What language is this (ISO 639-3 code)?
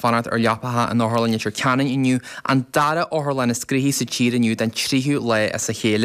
gle